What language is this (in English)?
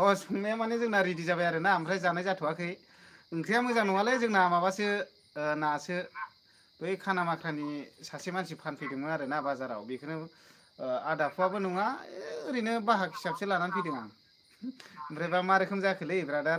Bodo